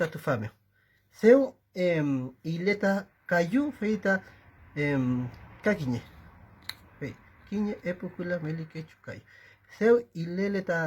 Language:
Mapuche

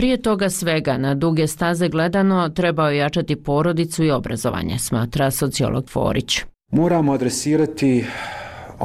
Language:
Bosnian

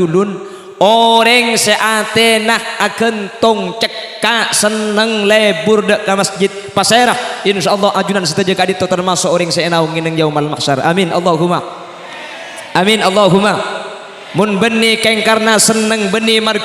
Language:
Madurese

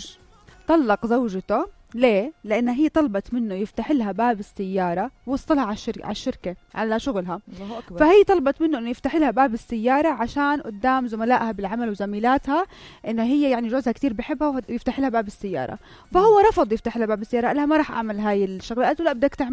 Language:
North Levantine Arabic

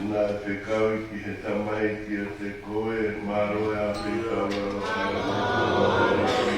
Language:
Tongan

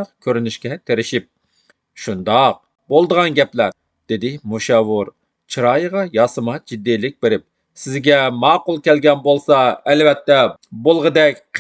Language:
Uyghur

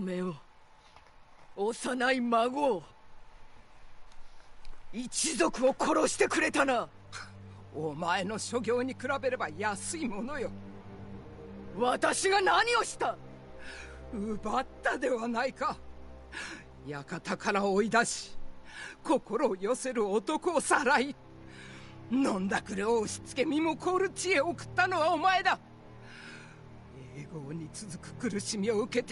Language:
Japanese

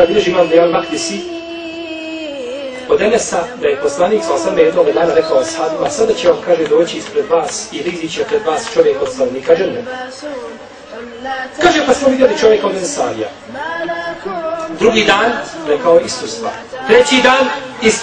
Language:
Bosnian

